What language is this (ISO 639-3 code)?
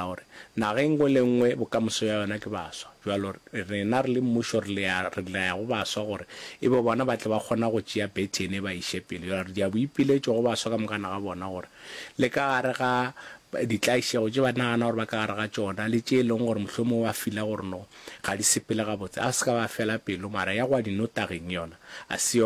nso